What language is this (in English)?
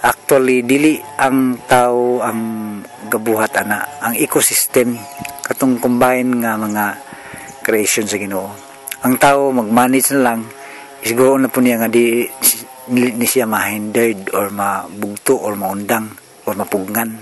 Cebuano